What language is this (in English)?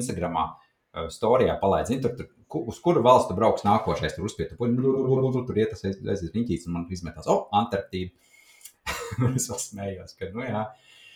Latvian